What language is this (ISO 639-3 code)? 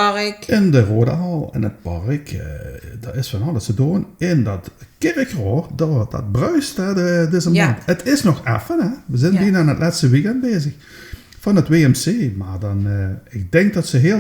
lim